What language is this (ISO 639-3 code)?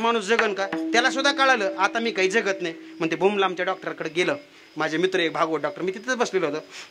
mar